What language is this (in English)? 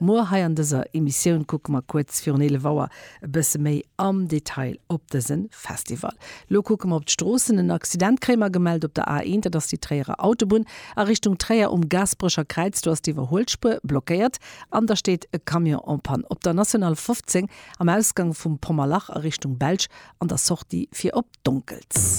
Luxembourgish